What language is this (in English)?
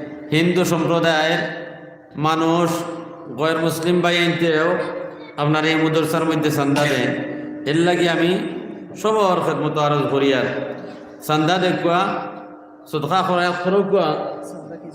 Sylheti